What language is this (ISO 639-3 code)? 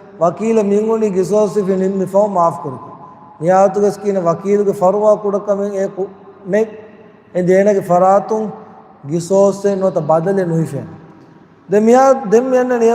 div